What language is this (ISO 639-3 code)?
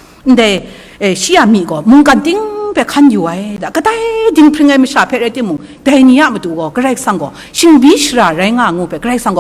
kac